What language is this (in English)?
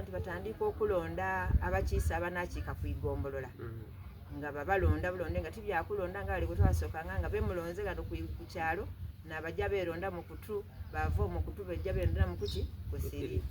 Soga